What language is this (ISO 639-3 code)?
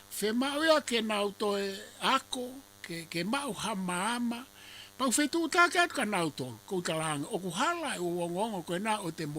ton